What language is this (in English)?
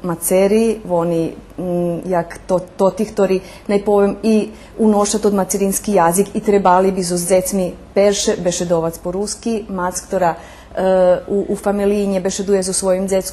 Rusyn